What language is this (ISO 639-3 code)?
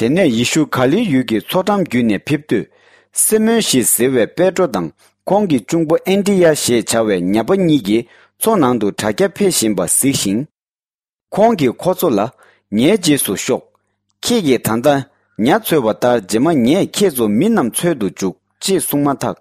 bod